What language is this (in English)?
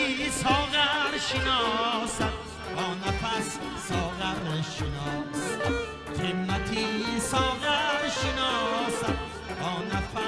Tajik